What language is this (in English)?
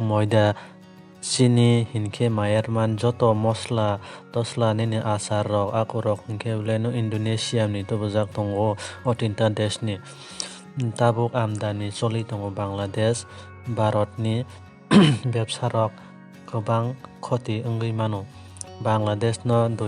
Kok Borok